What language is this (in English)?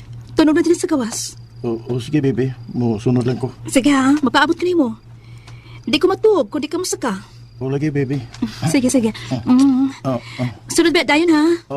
Cebuano